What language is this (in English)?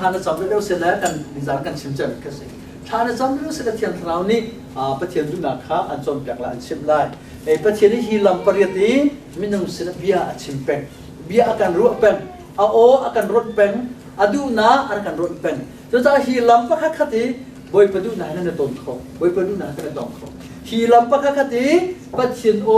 Hakha Chin